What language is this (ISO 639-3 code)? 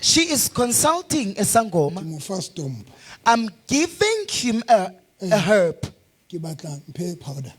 sot